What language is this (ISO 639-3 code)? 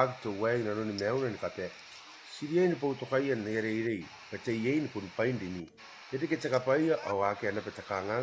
gil